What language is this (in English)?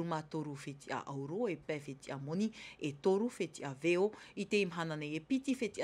Tahitian